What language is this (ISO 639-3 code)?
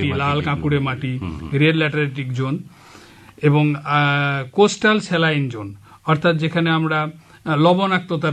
ben